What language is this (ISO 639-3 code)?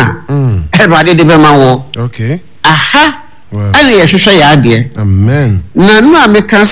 aka